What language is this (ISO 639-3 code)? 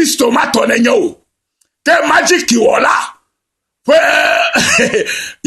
ewe